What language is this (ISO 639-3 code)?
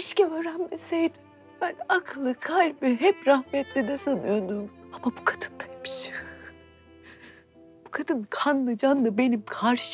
tur